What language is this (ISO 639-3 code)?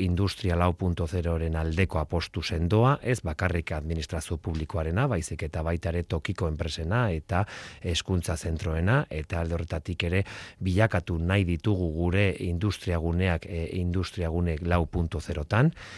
eus